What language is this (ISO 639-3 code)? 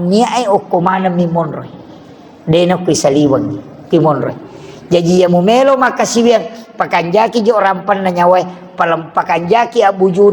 bug